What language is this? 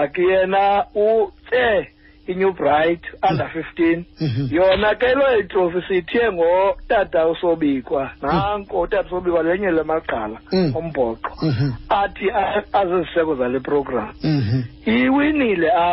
Xhosa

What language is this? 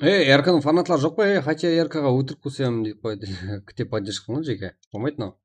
Kara-Kalpak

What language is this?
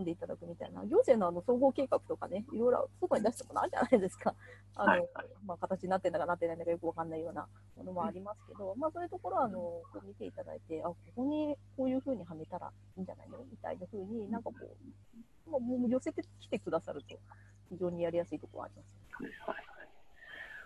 Japanese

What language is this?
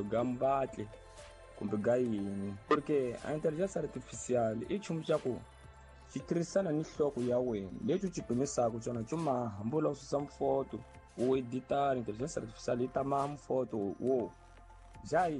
Tsonga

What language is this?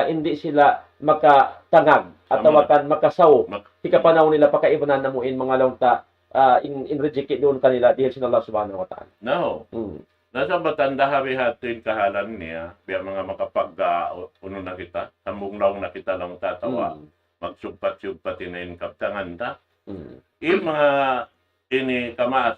Tausug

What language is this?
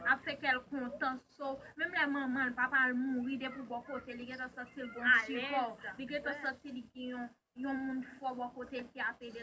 Haitian Creole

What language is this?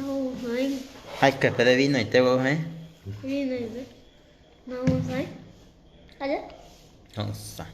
Guarani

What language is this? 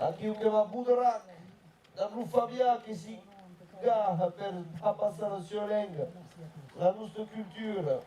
Occitan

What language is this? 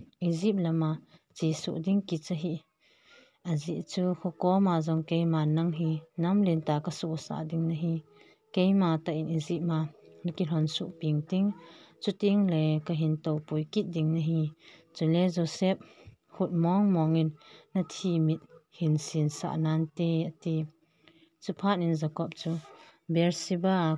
Thado Chin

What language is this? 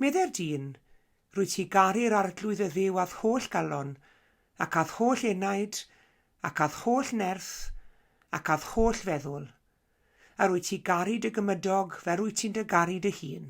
Welsh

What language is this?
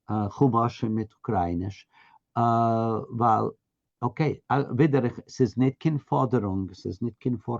Yiddish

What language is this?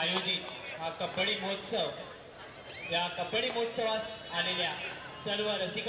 Marathi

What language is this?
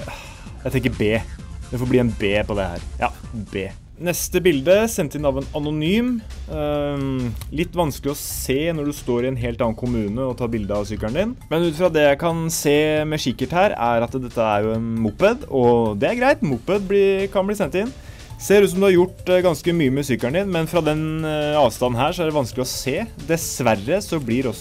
Norwegian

